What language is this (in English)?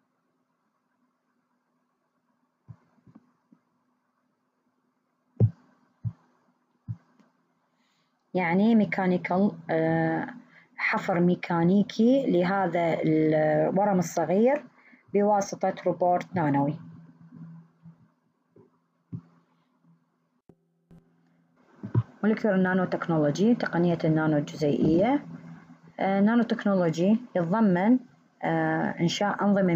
Arabic